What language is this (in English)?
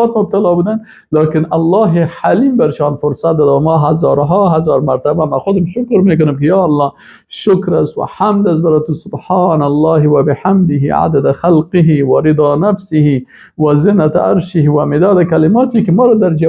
Persian